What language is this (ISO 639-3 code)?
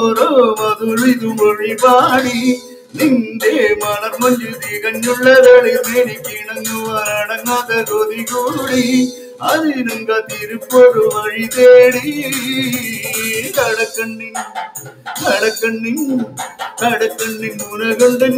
mal